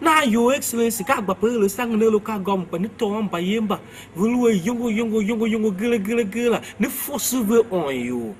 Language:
Tiv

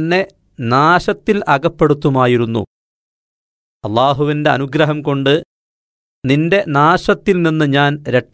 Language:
Malayalam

